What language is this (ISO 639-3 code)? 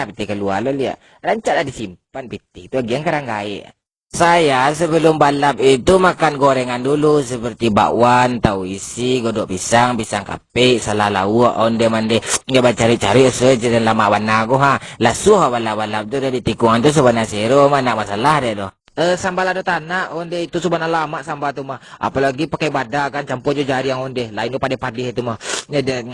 min